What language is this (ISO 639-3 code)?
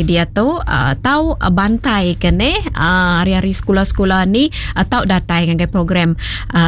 iba